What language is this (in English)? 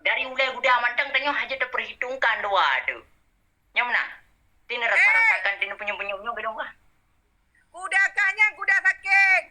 Achinese